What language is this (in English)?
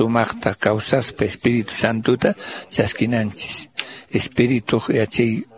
Quechua